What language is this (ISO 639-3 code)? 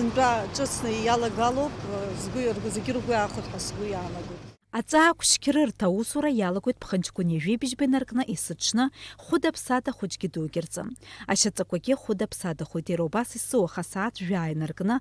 abk